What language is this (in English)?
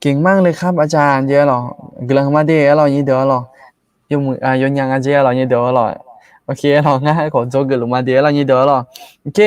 Akha